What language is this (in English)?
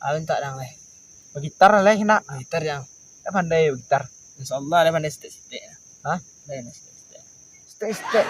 Minangkabau